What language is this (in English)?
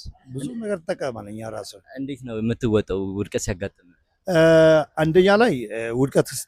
Amharic